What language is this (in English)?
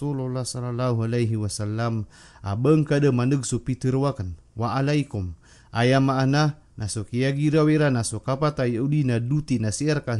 Maranao